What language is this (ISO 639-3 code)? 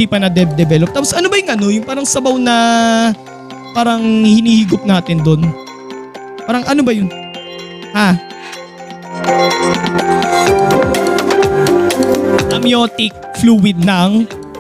fil